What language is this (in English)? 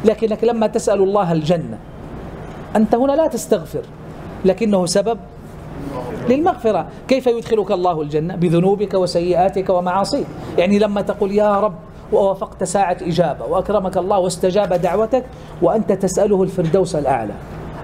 Arabic